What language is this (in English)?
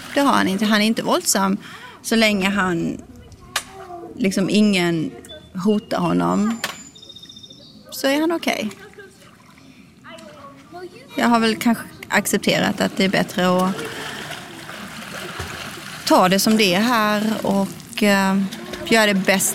Swedish